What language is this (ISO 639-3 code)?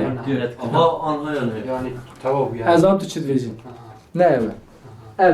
kur